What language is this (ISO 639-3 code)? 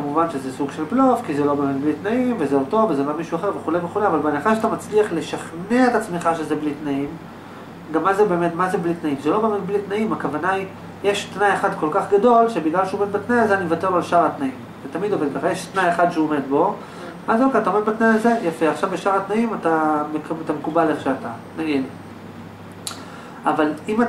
heb